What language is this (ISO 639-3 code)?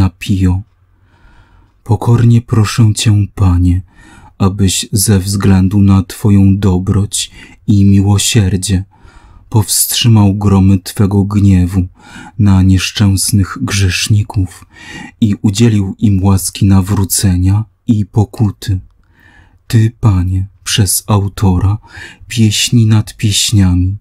pol